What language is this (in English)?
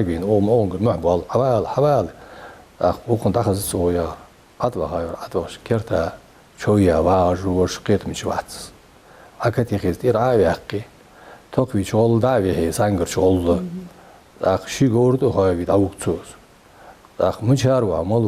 Ingush